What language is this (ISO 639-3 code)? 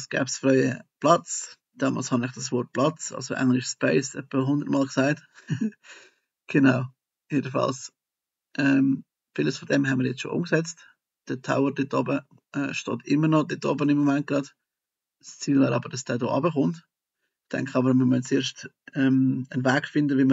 gsw